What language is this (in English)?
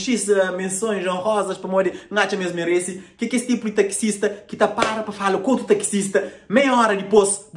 Kabuverdianu